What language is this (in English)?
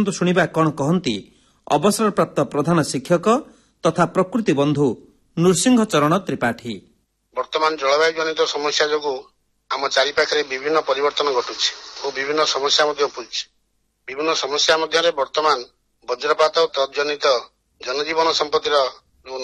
Odia